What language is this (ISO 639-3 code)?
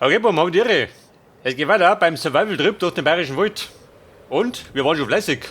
bar